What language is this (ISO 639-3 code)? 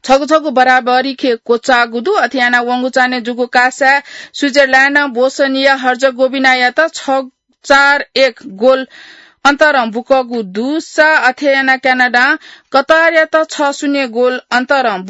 new